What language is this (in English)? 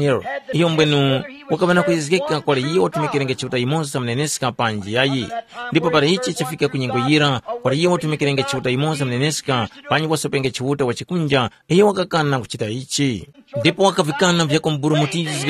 Tumbuka